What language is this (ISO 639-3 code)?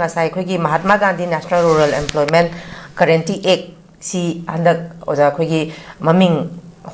mni